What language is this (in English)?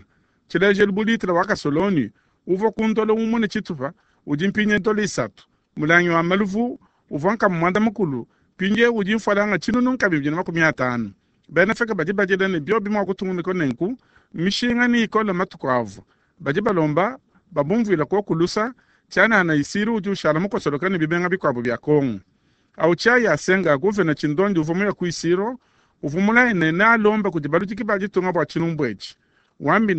Luba-Lulua